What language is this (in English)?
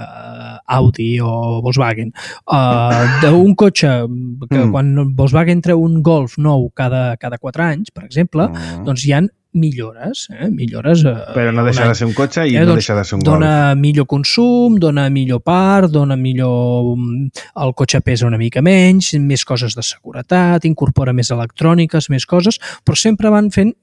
Catalan